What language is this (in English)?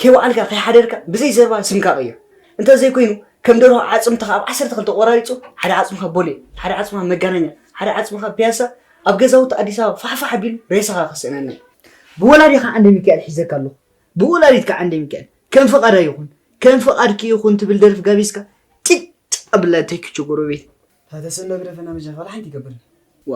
Tigrinya